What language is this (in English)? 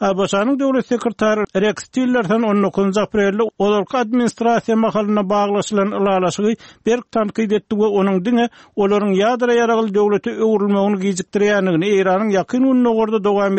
Turkmen